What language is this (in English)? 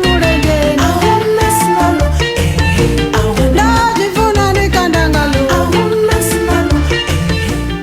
Venda